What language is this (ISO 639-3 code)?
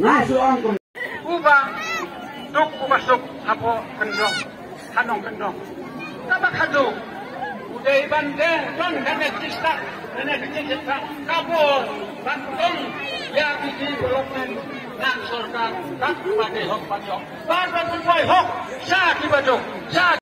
kha